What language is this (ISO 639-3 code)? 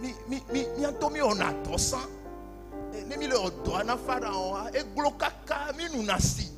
ewe